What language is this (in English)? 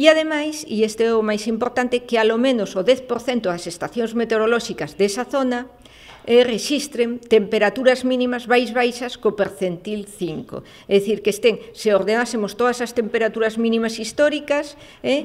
Galician